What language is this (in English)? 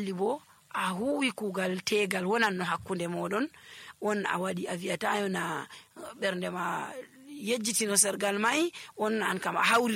Nigerian Fulfulde